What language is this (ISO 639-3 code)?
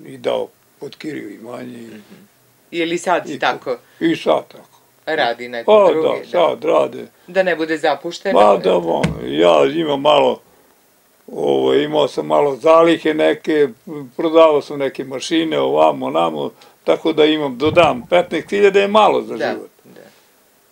srp